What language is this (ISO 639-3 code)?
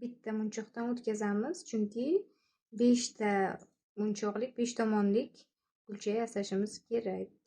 uzb